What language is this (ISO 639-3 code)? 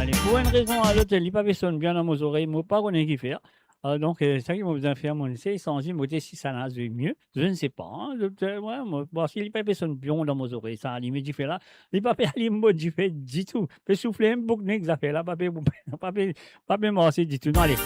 mfe